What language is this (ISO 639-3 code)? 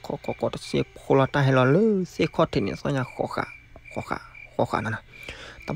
ksw